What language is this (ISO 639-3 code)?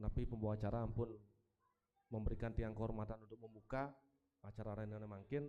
ban